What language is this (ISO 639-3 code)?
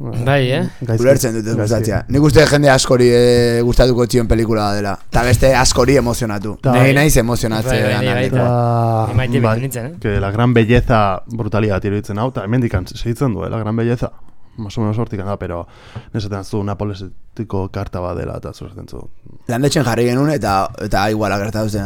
eus